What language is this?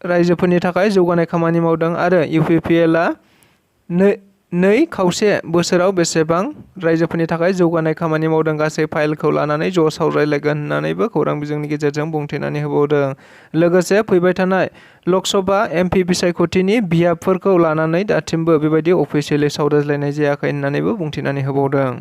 Bodo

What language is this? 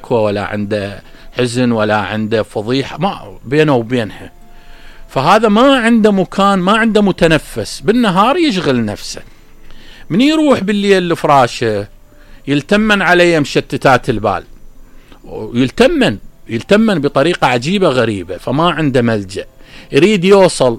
Mesopotamian Arabic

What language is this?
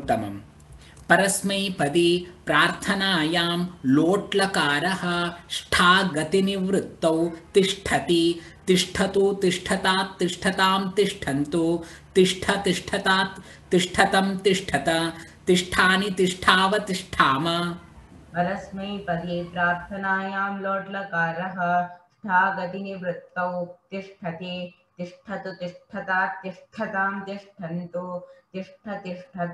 Sanskrit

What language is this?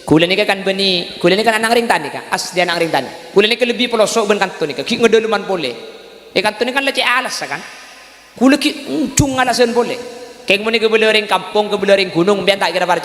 Madurese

